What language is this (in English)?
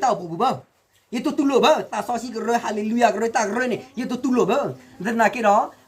S'gaw Karen